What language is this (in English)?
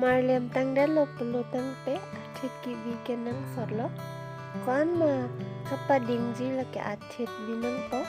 Karbi